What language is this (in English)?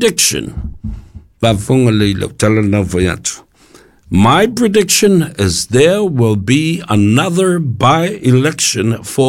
Samoan